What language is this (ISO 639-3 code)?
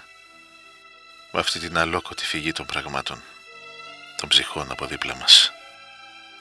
ell